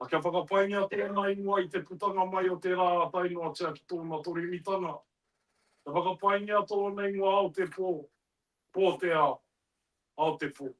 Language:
Māori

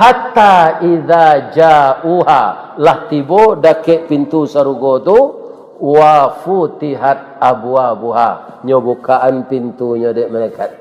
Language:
Minangkabau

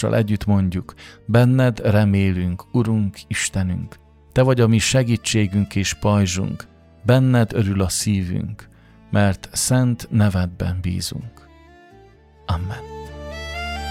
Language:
Hungarian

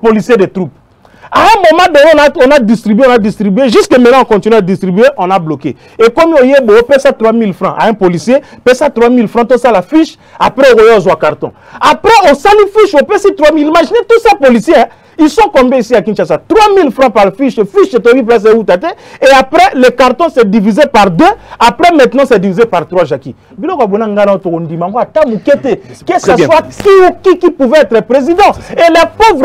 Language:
French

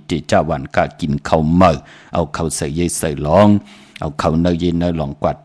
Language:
Shan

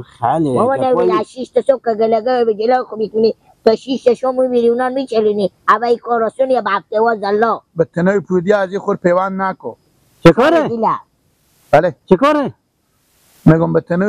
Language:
Persian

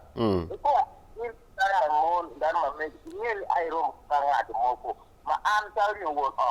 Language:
Acoli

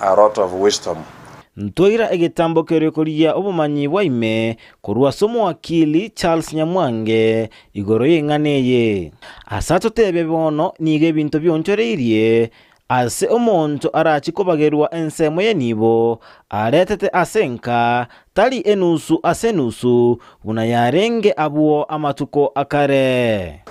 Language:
Gusii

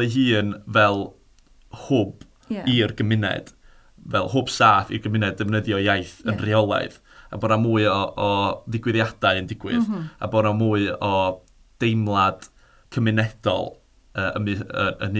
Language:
Welsh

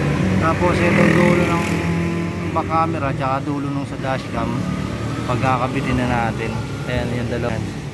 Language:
Filipino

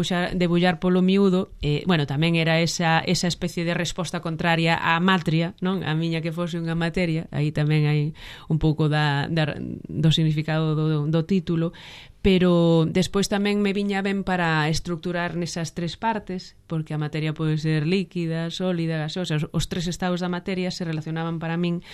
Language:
Galician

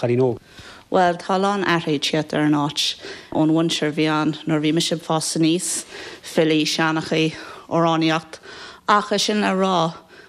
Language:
Irish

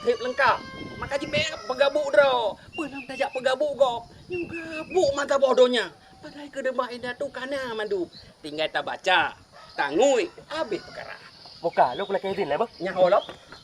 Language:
Achinese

